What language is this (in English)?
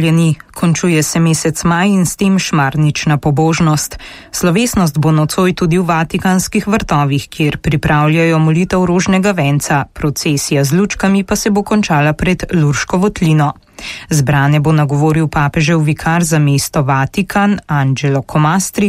Slovenian